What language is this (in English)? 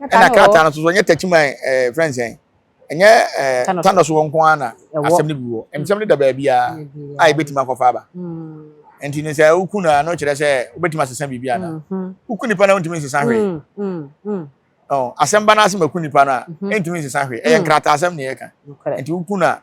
Akan